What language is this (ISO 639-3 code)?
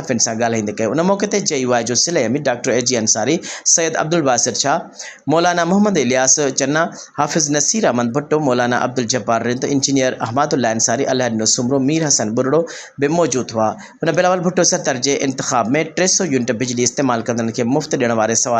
snd